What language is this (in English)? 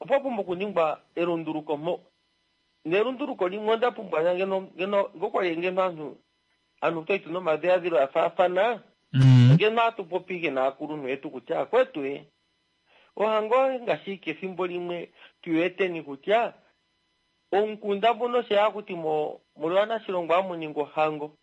Kuanyama